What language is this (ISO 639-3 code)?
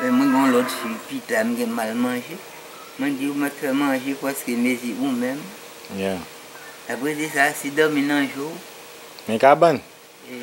hat